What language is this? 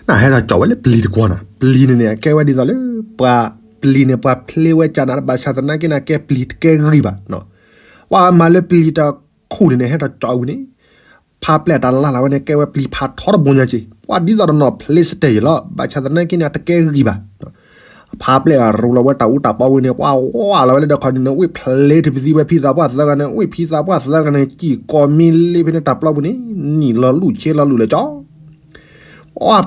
S'gaw Karen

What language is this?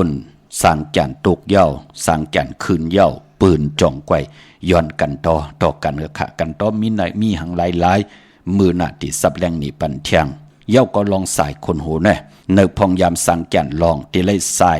Shan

